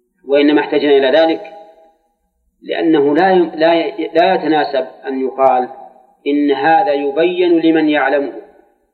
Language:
Arabic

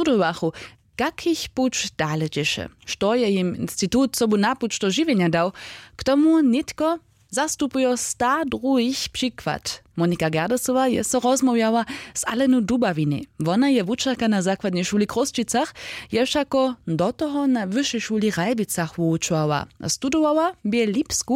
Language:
Upper Sorbian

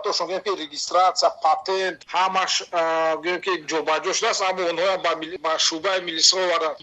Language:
Tajik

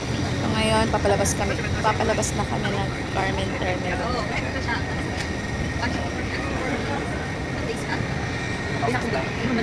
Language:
Filipino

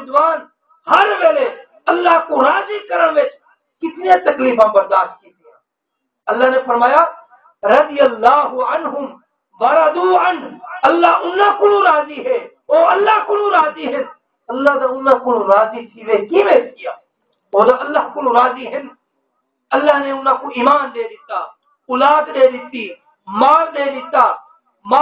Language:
Saraiki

